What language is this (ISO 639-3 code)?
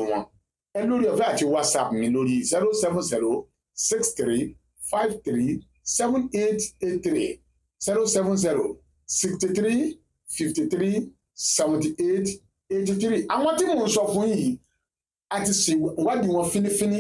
yor